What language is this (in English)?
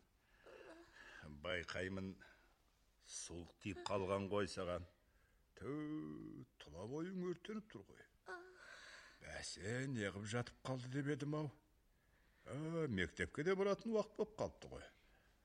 Kazakh